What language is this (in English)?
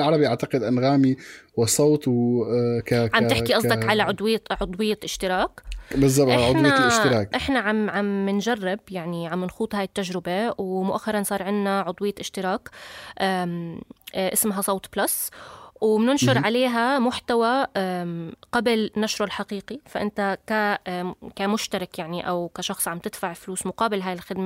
North Levantine Arabic